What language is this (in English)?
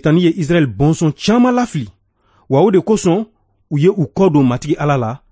Bambara